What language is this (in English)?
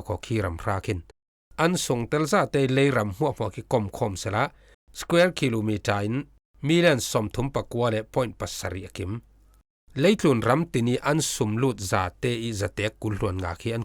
Falam Chin